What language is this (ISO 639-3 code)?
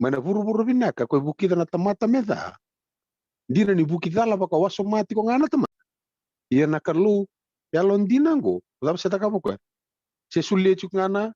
fij